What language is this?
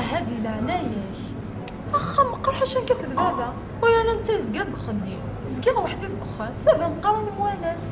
Kabyle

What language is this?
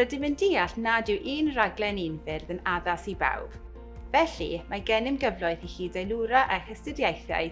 Welsh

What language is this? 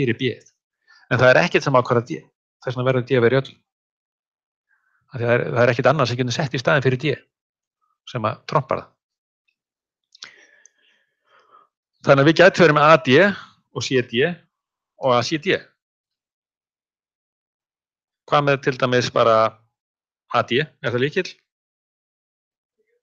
Icelandic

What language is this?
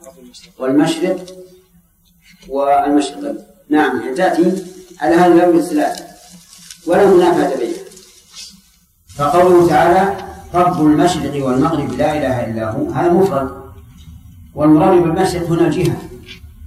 Arabic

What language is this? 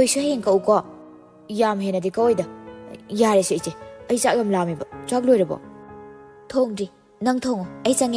Manipuri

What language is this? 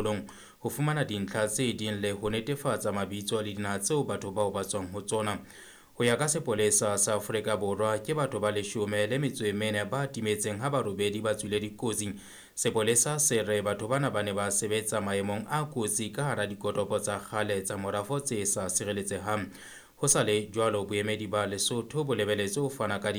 Southern Sotho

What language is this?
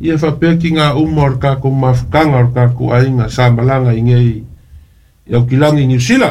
Samoan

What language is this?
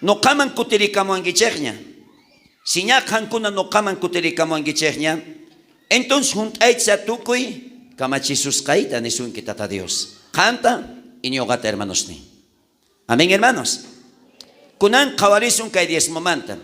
South Bolivian Quechua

